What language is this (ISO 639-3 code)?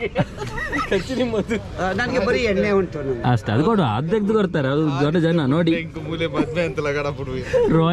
tcy